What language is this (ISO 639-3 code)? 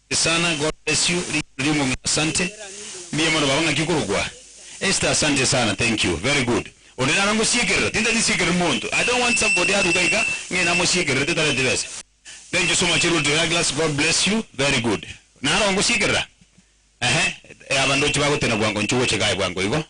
guz